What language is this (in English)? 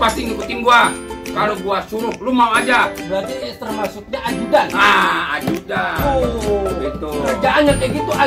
Betawi